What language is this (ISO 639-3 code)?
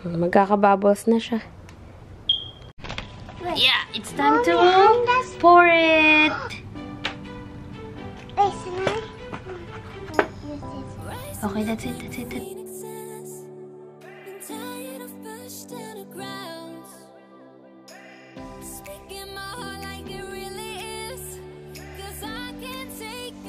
fil